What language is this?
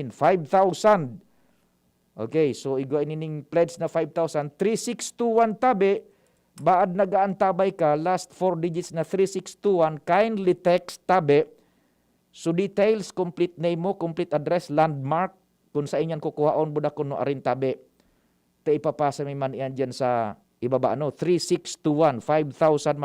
Bikol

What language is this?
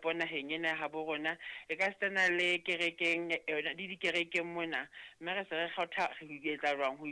Southern Sotho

